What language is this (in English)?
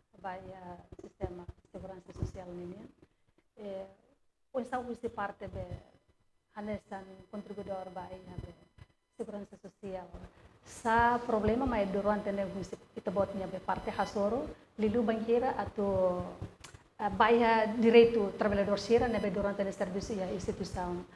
Tetum